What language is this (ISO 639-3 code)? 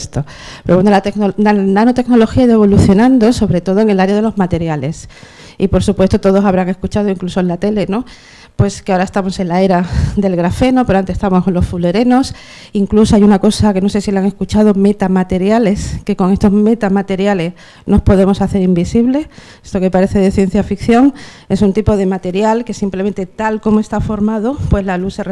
spa